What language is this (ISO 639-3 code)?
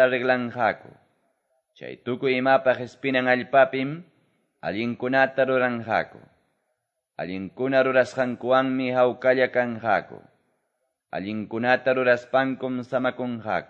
que